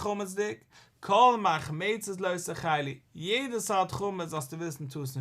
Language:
Yiddish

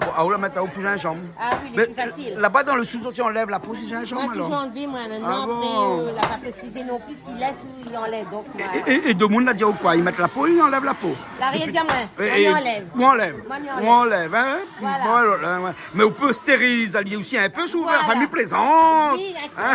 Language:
Réunion Creole French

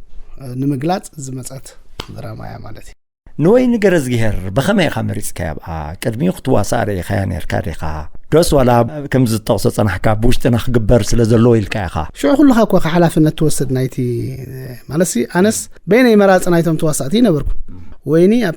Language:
Tigrinya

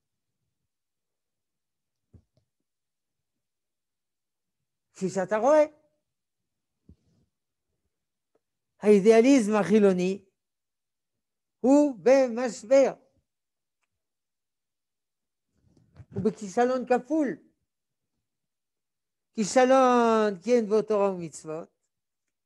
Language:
Hebrew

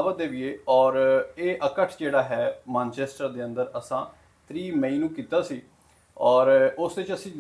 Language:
Western Panjabi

